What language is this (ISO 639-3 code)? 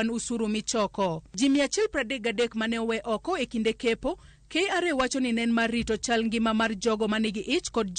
luo